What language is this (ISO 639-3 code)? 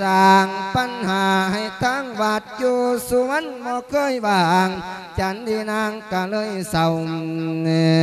lao